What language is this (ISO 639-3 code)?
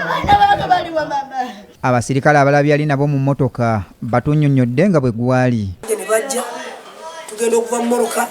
lug